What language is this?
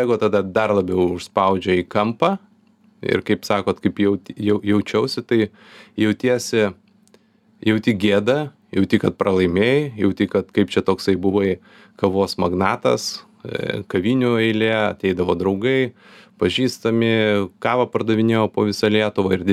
Lithuanian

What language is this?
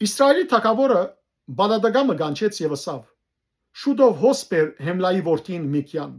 Western Armenian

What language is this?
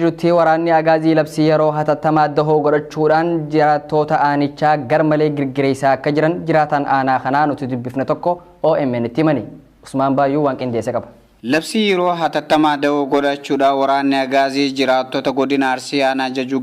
Oromo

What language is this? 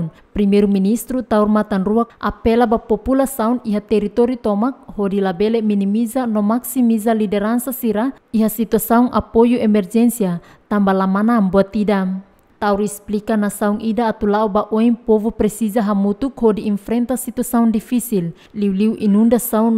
Tetum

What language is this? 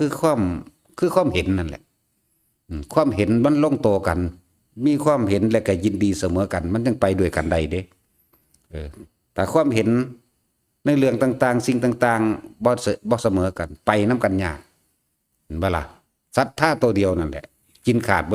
Northeastern Thai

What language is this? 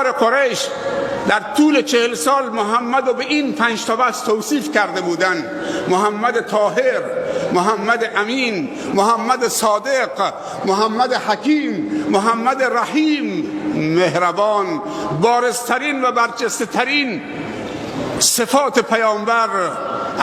Persian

